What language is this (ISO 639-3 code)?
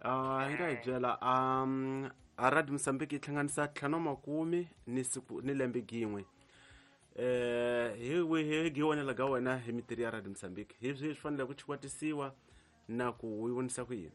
tso